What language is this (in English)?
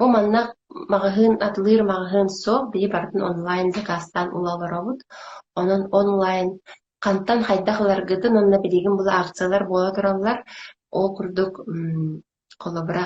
Yakut